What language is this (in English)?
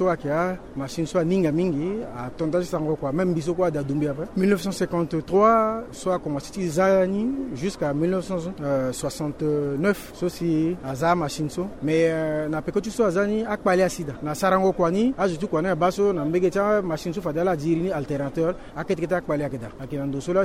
Sango